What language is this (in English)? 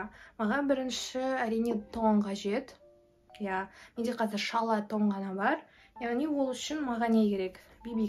Kazakh